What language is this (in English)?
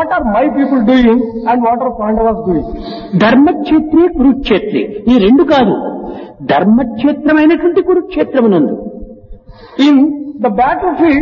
Telugu